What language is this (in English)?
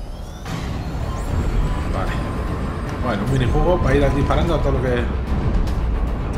Spanish